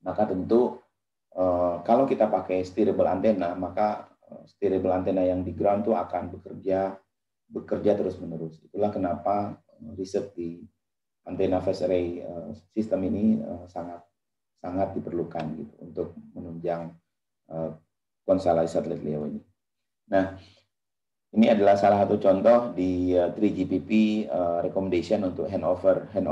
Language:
Indonesian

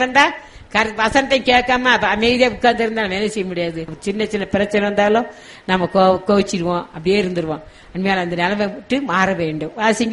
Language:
Tamil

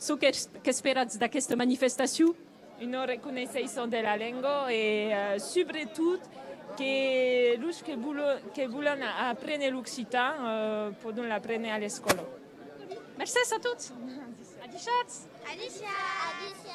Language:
Occitan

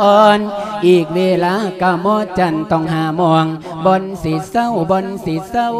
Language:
Lao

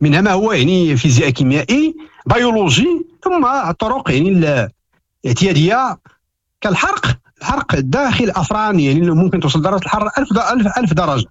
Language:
Moroccan Arabic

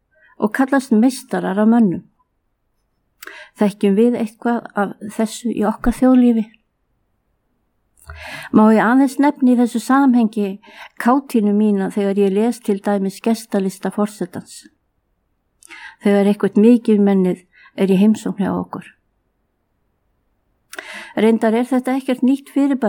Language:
Icelandic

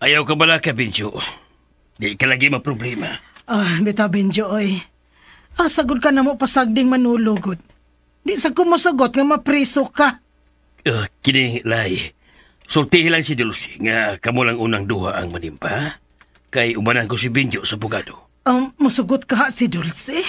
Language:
Cebuano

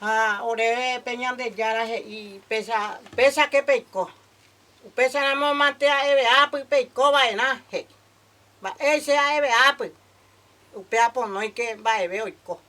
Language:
Guarani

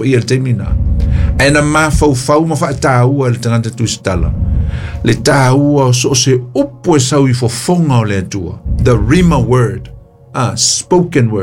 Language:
Samoan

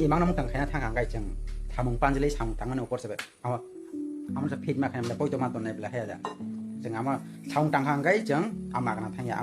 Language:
Kok Borok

